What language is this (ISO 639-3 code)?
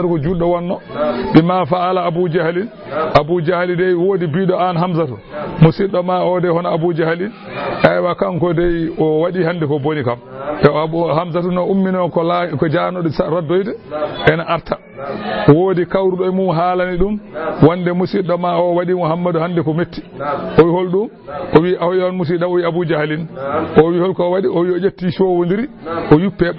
ful